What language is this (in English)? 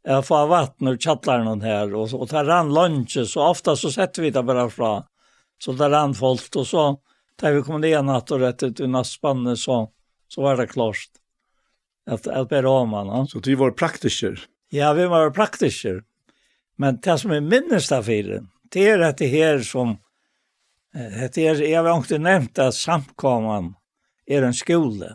Faroese